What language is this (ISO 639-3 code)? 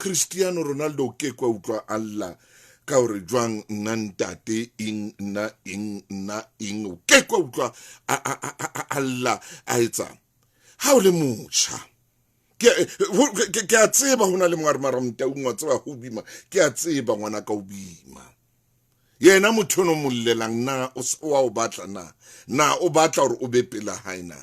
sot